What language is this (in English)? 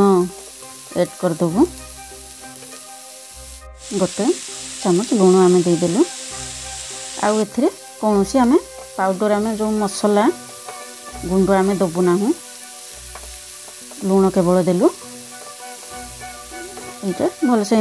Odia